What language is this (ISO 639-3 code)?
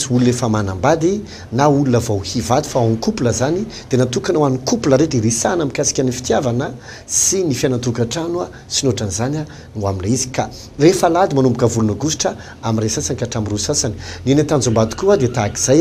mlg